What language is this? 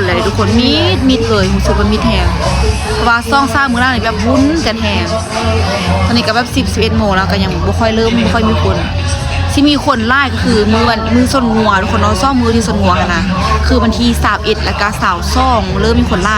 Lao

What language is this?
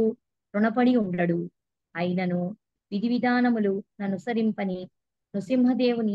Telugu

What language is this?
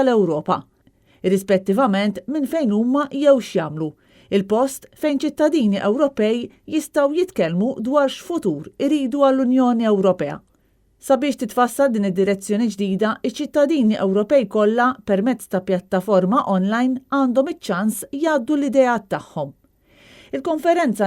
Maltese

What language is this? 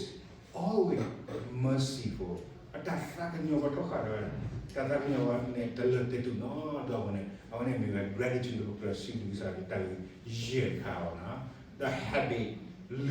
S'gaw Karen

